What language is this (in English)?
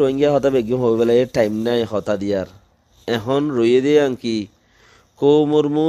Rohingya